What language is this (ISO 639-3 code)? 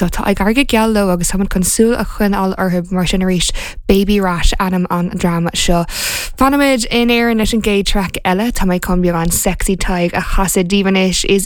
gle